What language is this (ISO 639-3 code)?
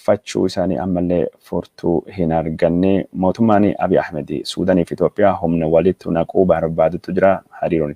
orm